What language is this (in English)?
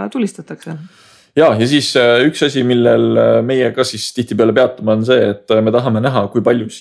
Estonian